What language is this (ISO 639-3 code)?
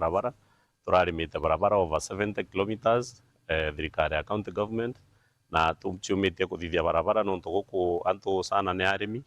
mer